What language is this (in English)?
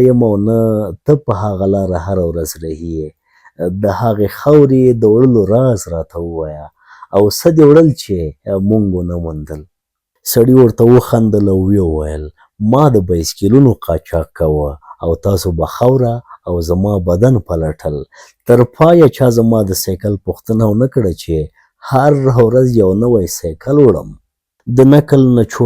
Pashto